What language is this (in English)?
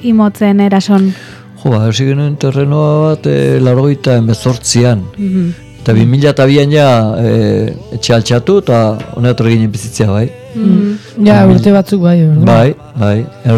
Basque